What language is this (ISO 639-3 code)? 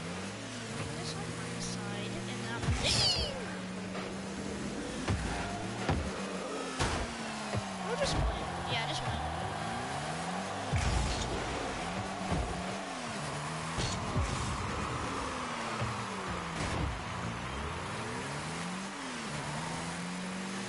eng